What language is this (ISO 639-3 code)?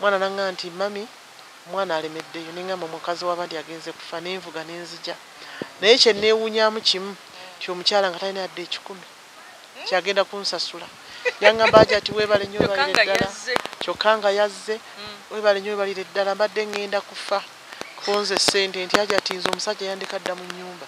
lug